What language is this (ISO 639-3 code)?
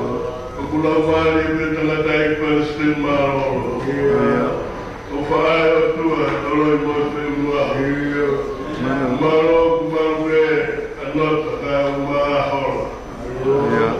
ton